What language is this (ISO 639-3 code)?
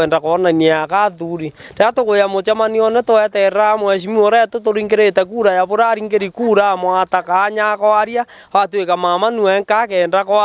mer